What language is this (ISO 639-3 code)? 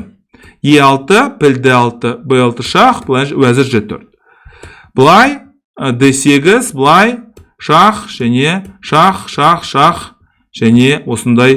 kaz